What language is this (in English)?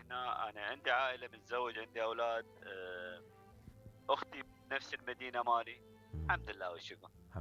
Mesopotamian Arabic